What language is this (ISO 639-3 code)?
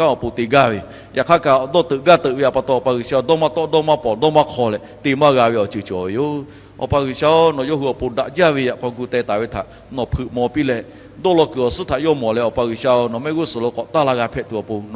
lhu